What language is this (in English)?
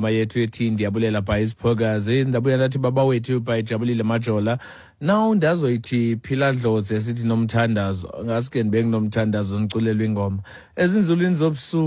Xhosa